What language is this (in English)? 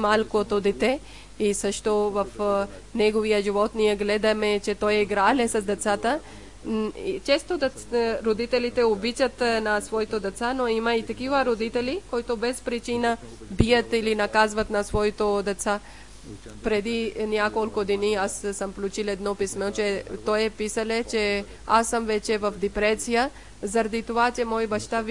Bulgarian